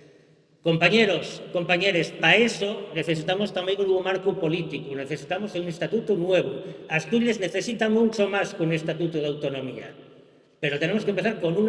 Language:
Asturian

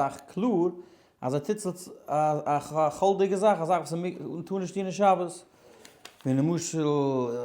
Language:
Yiddish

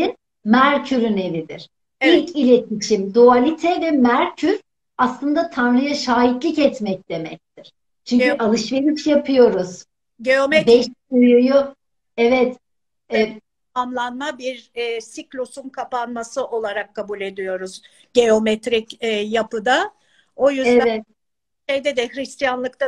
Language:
Turkish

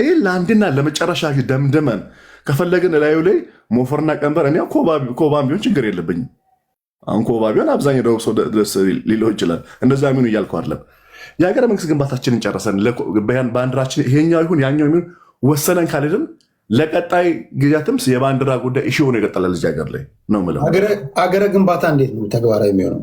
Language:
Amharic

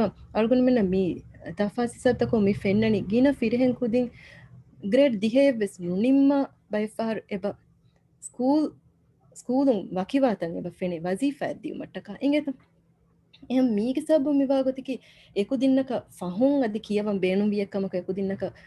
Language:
Divehi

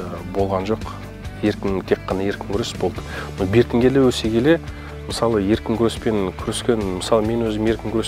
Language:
Kazakh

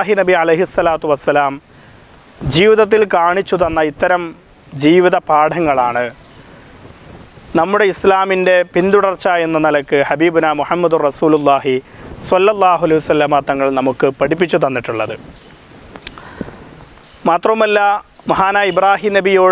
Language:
Malayalam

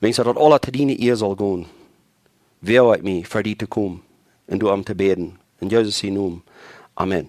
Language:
Plautdietsch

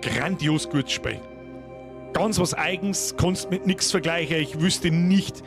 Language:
Bavarian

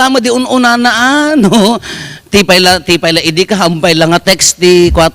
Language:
Iloko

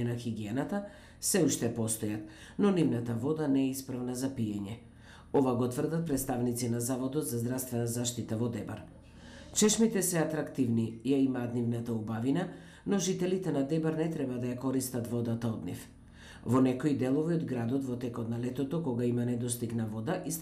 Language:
Macedonian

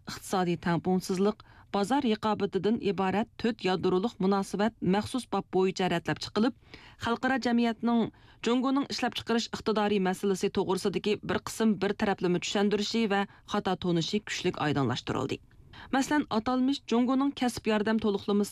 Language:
Uyghur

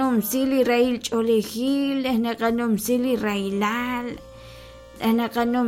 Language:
Kekchí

